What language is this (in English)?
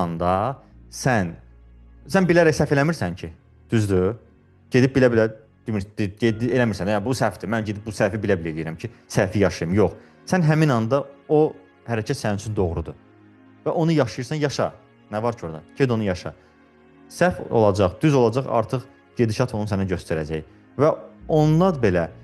Azerbaijani